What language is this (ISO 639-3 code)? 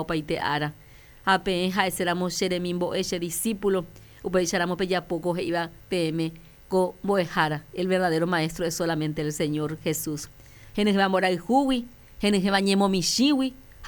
grn